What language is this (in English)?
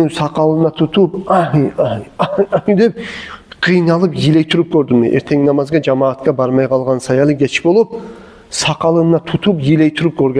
Kumyk